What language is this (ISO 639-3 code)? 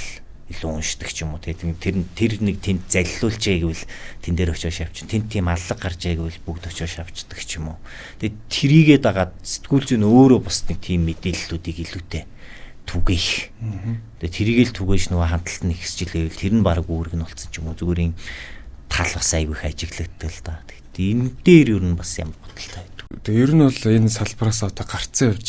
mon